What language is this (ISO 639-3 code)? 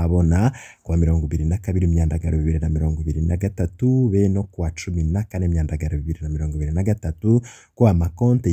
run